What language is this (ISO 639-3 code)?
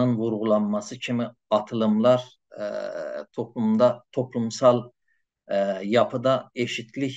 azb